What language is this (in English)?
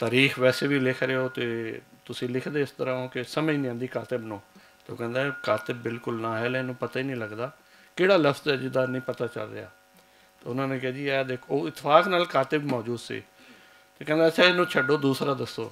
Western Panjabi